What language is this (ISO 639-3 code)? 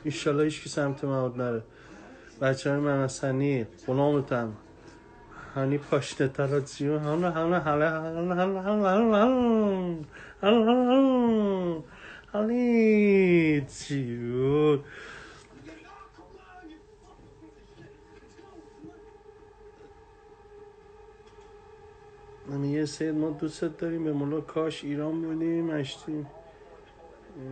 fas